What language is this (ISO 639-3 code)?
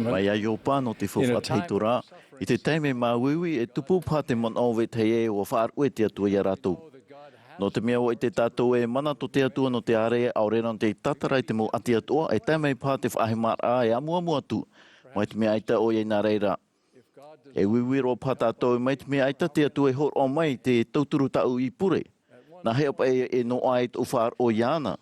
tah